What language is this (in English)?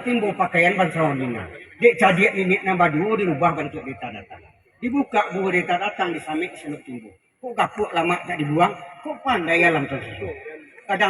Minangkabau